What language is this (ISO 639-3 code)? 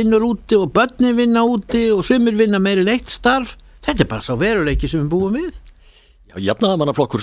isl